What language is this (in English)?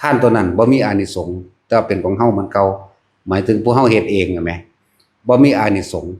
Northeastern Thai